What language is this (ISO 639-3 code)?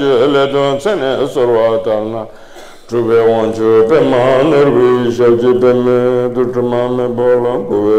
bod